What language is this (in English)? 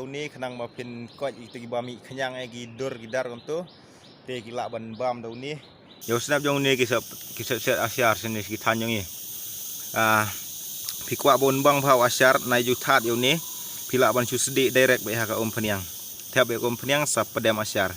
Khasi